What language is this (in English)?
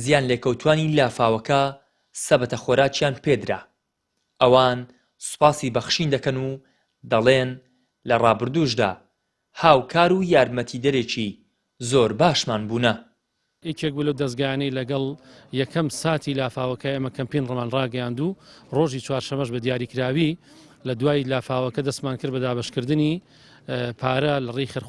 Central Kurdish